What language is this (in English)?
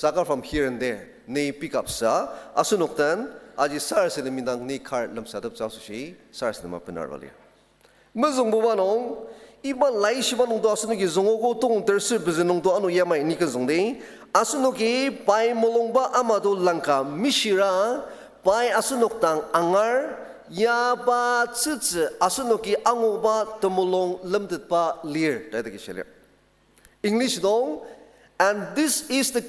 Ao Naga